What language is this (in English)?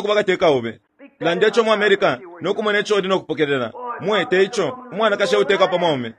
Bemba